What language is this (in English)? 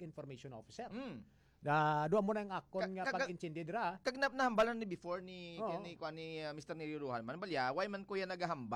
Hiligaynon